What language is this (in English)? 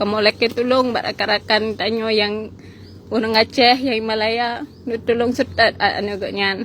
Achinese